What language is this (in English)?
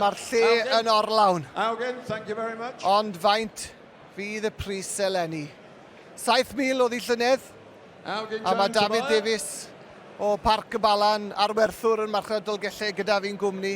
Welsh